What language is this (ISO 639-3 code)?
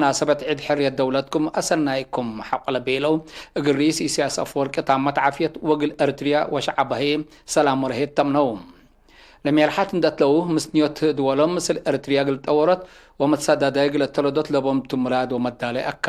tig